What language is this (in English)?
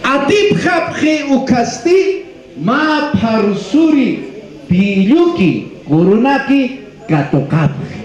Aymara